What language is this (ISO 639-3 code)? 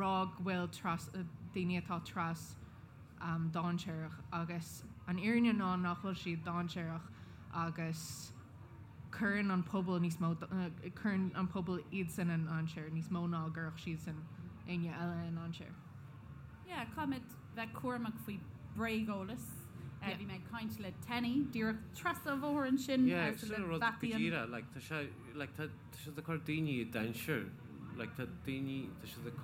gle